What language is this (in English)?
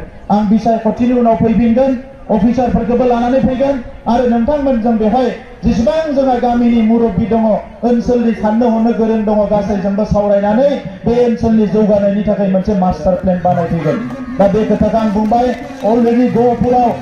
Bodo